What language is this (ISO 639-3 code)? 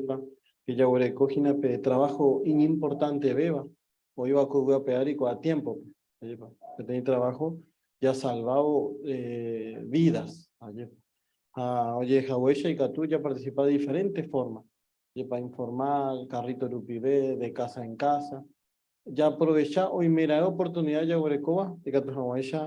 grn